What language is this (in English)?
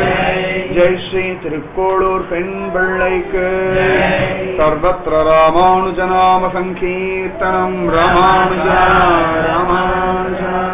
Tamil